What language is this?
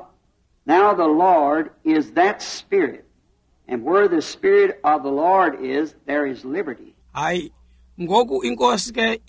Xhosa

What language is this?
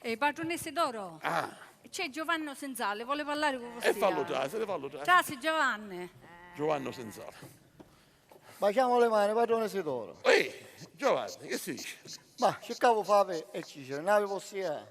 Sicilian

